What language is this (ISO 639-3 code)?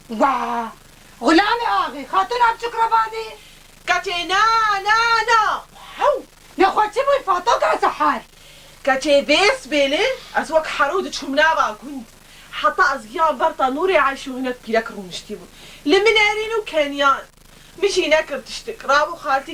kur